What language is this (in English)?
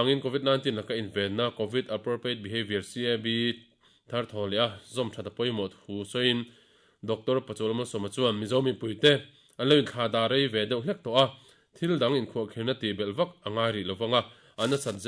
Mizo